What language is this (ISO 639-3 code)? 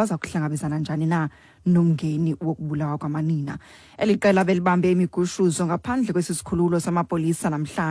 xho